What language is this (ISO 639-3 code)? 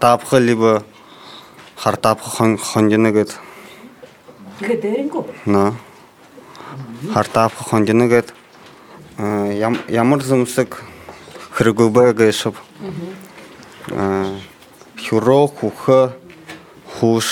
bua